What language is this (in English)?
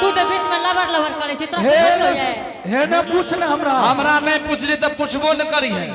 Angika